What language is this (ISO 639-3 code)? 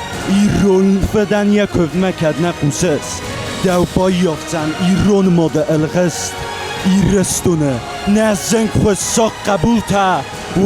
oss